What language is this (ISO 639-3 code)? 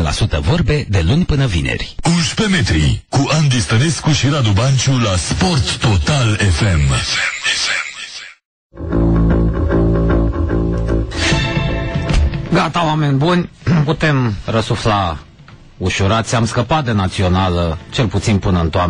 ron